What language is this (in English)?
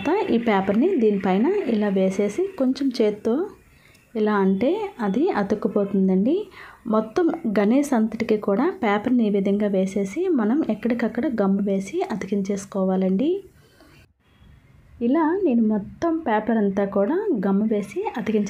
Telugu